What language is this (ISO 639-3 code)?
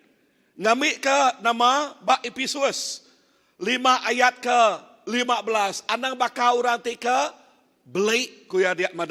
iba